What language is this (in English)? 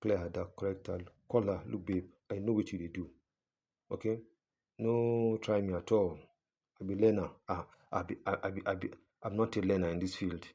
Nigerian Pidgin